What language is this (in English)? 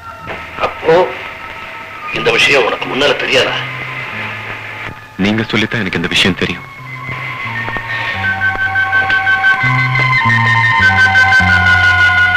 Tamil